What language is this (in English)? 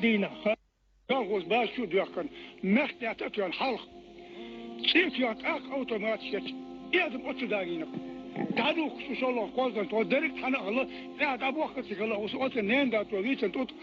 Chechen